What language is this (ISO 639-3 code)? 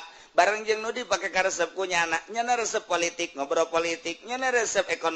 sun